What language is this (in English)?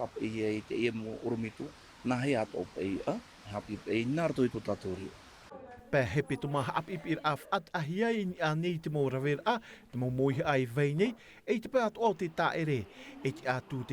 Tahitian